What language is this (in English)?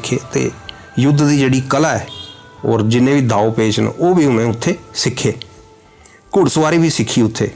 Dogri